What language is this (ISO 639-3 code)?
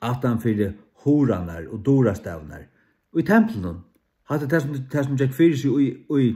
fao